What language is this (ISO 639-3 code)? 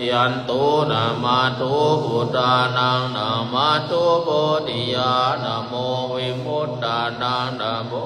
pli